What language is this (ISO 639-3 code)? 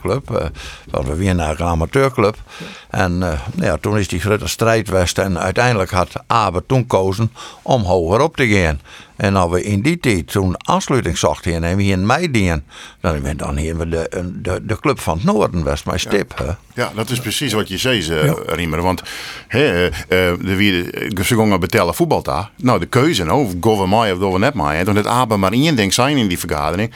fry